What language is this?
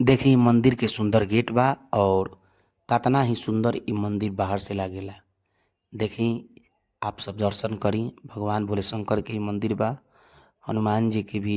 Bhojpuri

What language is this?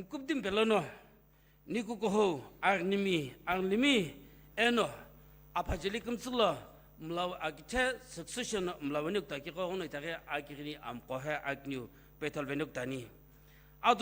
Sumi Naga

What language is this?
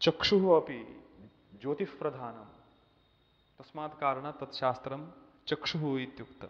Sanskrit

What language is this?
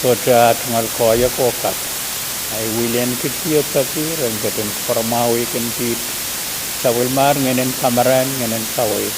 Pohnpeian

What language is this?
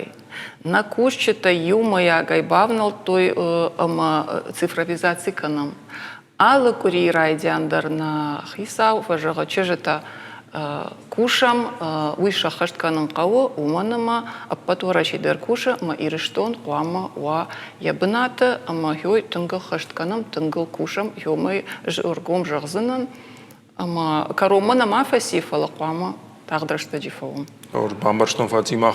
Ossetic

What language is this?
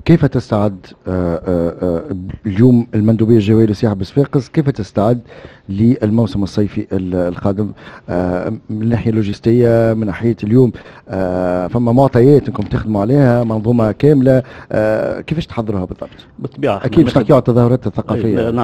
Tunisian Arabic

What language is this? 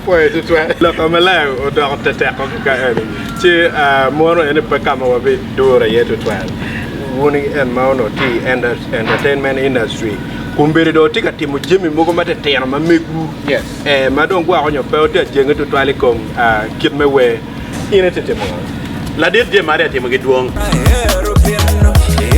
Acoli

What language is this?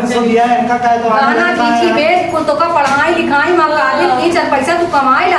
Awadhi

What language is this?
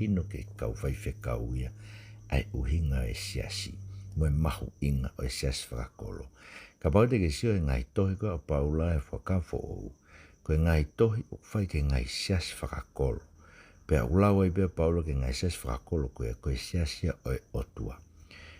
Tongan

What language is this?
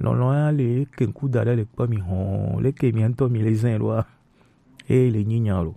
Gen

